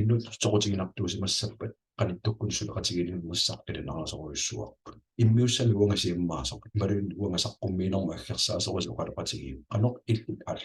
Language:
Kalaallisut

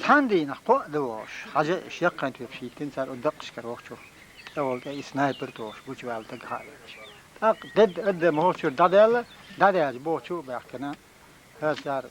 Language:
Chechen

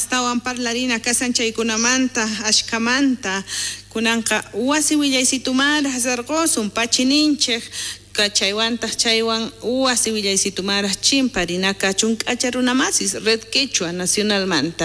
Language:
South Bolivian Quechua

